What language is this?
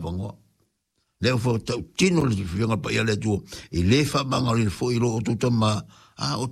Samoan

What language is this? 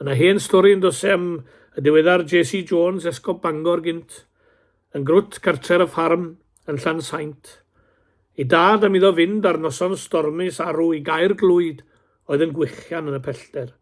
Welsh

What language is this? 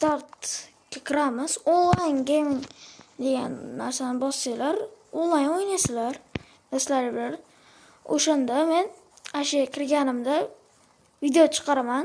Uzbek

